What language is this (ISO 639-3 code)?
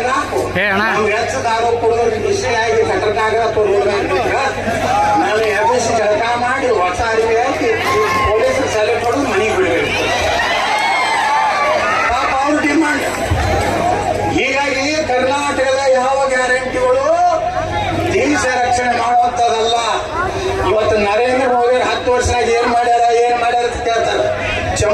kan